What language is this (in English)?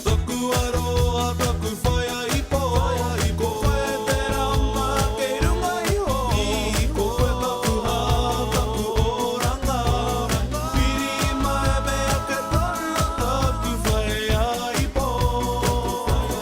Māori